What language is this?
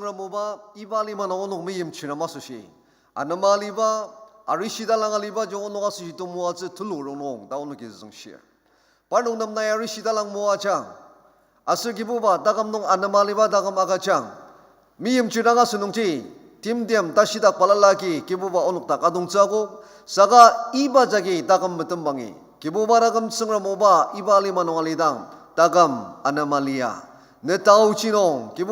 Ao Naga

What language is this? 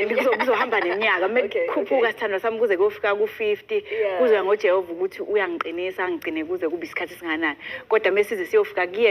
Zulu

